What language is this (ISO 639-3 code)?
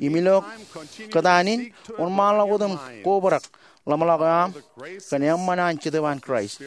mah